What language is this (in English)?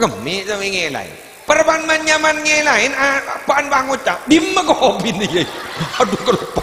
Madurese